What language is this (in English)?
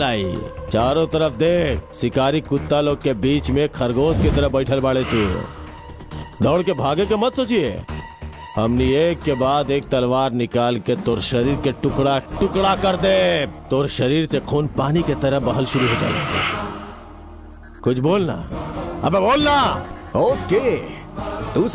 Bhojpuri